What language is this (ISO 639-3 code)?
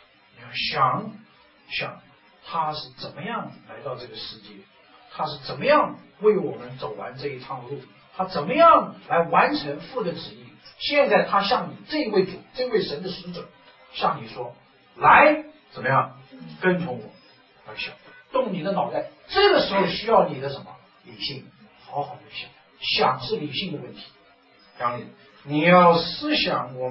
zho